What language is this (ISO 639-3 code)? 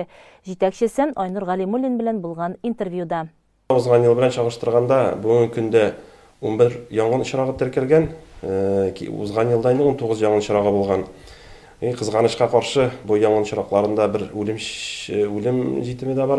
tat